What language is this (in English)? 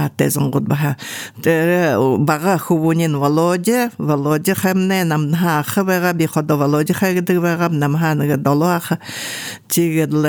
Buriat